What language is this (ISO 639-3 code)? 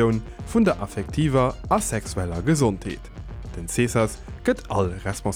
ltz